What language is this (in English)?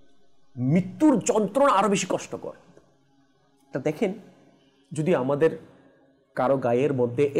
Bangla